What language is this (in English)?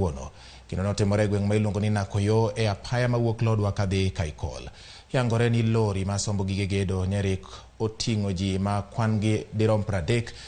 Luo (Kenya and Tanzania)